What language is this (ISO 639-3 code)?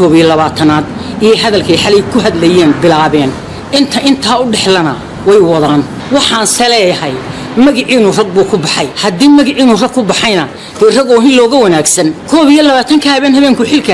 som